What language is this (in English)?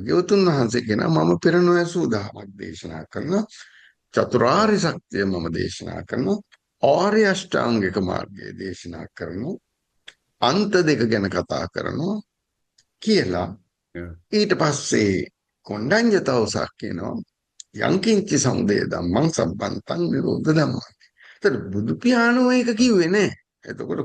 Sinhala